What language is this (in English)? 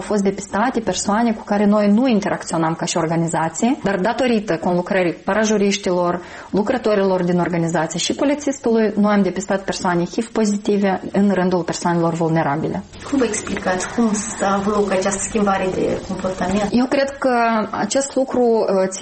Romanian